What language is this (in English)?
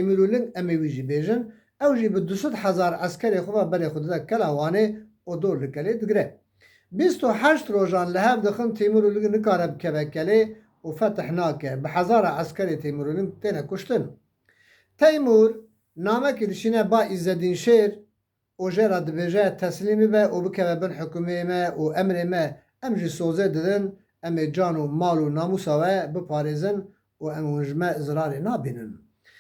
Kurdish